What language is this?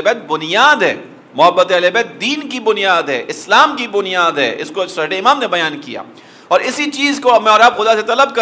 Urdu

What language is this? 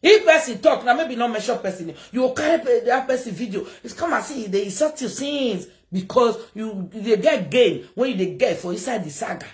Nigerian Pidgin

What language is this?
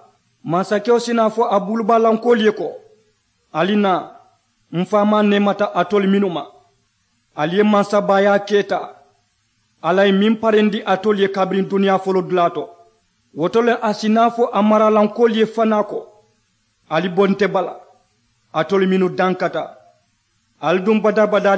Mandingo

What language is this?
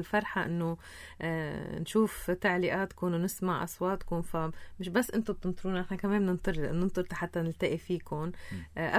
North Levantine Arabic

